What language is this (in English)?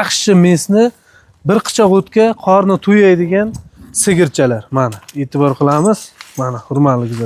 Uzbek